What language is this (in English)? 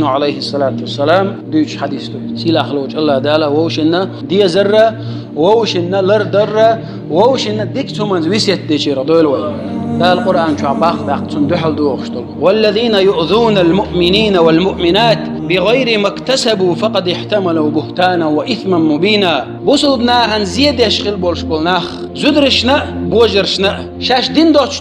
Chechen